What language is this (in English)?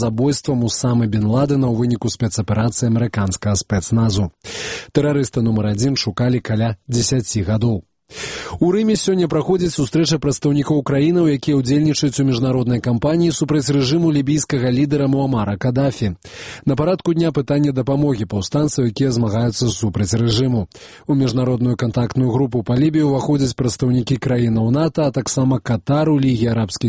Belarusian